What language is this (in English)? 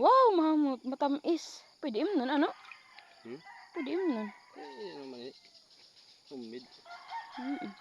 Waray